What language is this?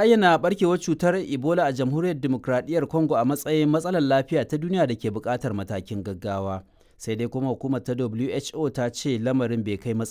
Hausa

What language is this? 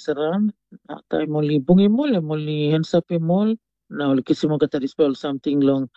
Tok Pisin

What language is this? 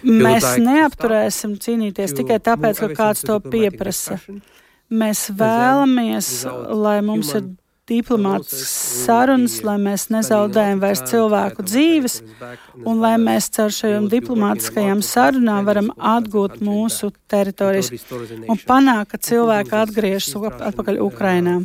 Latvian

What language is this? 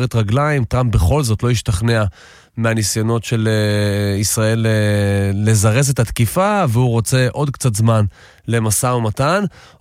Hebrew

